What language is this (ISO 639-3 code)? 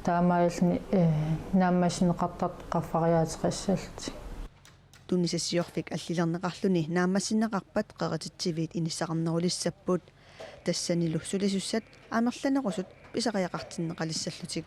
kal